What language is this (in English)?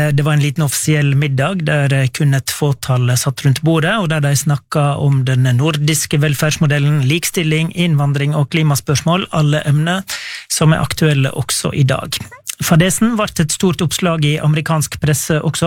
Norwegian